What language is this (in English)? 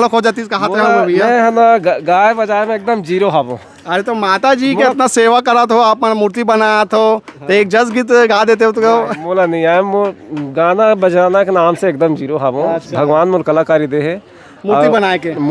Chhattisgarhi